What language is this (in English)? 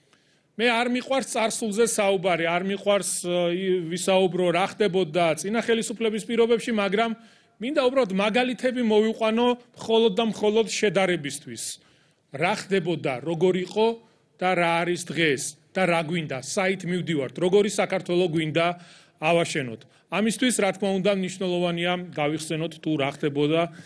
Georgian